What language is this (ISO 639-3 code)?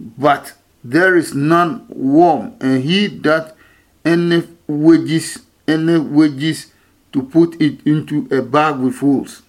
ada